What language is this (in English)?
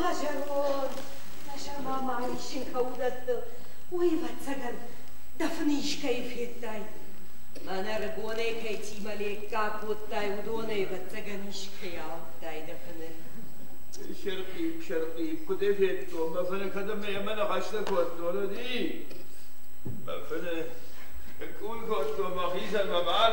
Ossetic